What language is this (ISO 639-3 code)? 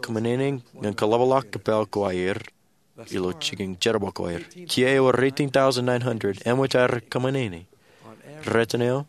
mah